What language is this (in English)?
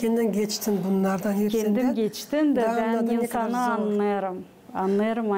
Gagauz